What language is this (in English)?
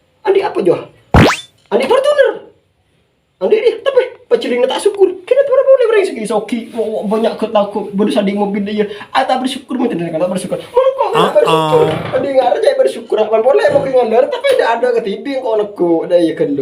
Madurese